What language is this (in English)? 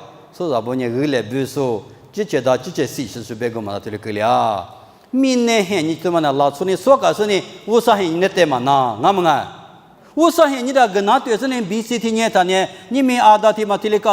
Lisu